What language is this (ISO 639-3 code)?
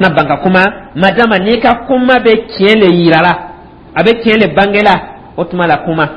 dyu